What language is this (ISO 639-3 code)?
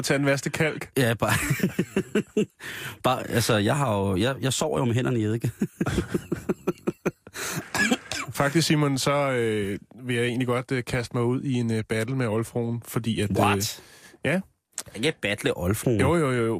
dan